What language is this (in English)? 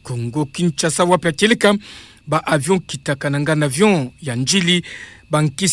Kituba (Democratic Republic of Congo)